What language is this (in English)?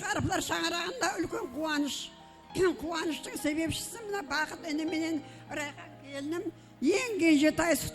Kara-Kalpak